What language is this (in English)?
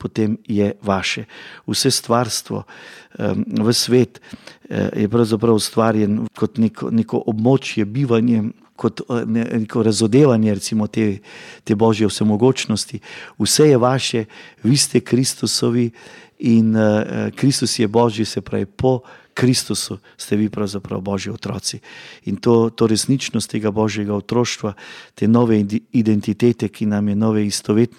Slovenian